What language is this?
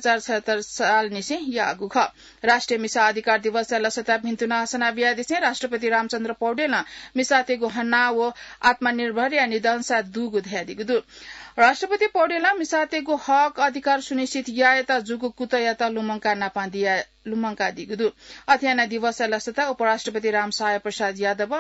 Newari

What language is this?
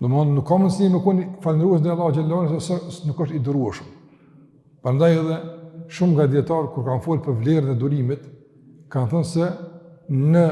Albanian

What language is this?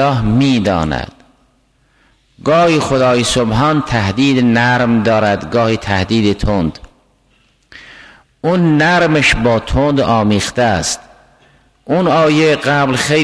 Persian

